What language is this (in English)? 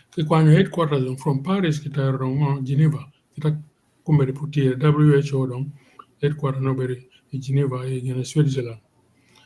Acoli